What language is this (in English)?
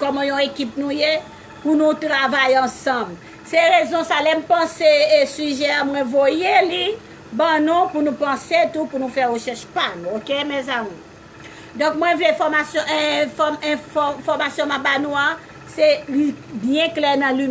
Haitian Creole